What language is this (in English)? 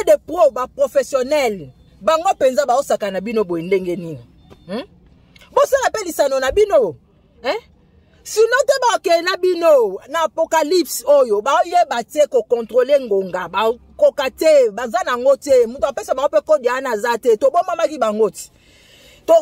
Lingala